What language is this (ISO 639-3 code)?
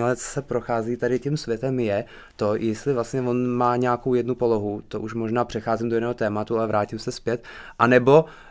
ces